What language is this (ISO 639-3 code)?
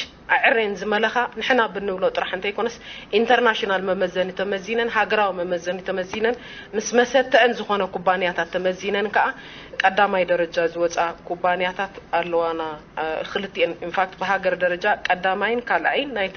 tir